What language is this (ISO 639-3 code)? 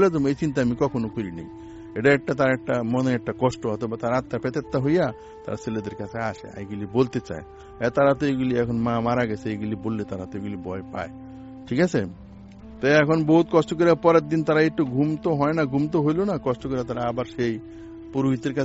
ben